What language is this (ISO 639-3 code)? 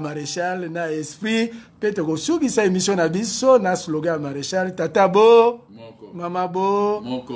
lin